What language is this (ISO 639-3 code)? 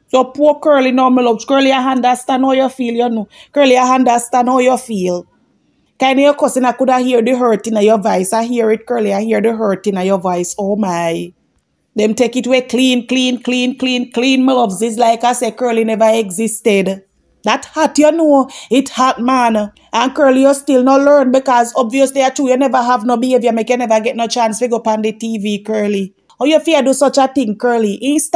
jam